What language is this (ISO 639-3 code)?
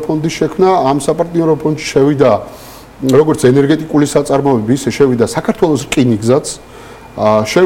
kat